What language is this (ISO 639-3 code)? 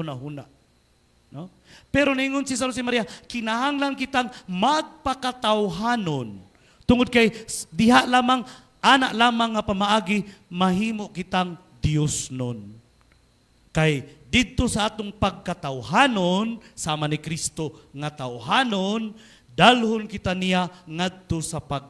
ceb